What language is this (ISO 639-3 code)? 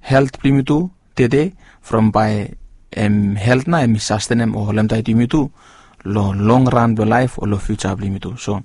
bis